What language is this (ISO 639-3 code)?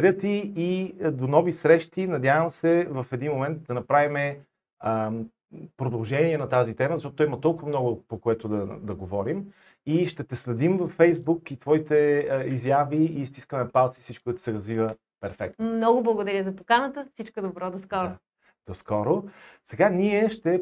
bul